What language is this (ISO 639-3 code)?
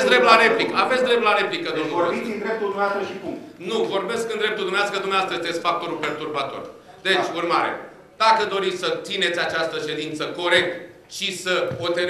ron